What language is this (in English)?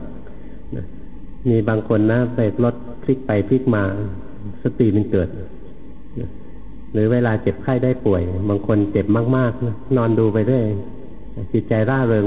Thai